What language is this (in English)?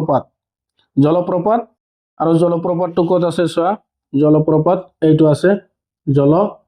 Assamese